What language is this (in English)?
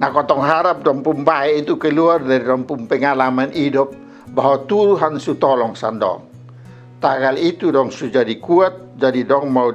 Kupang Malay